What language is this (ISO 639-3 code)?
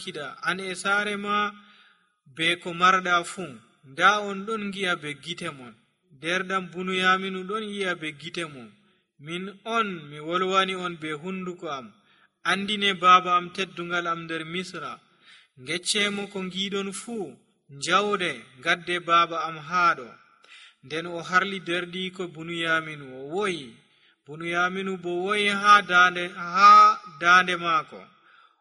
fuv